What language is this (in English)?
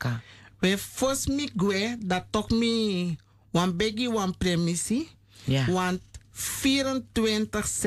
Sranan Tongo